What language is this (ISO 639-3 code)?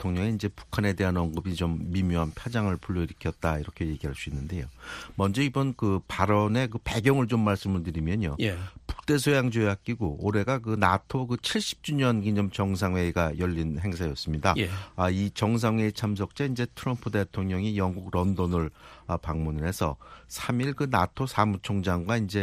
kor